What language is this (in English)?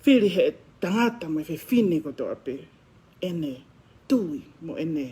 Tongan